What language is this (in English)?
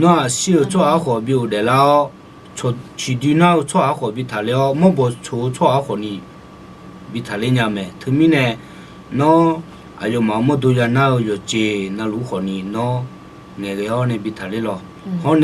Akha